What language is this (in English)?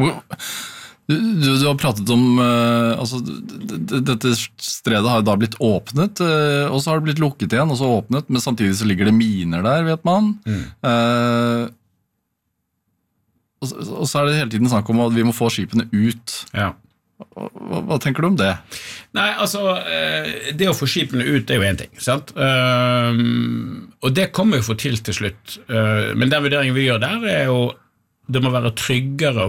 Norwegian